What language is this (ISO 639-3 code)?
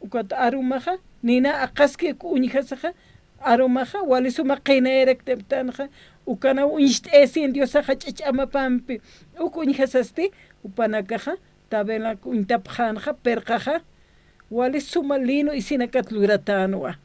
aym